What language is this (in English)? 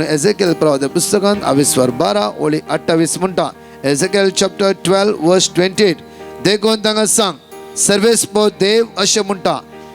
Konkani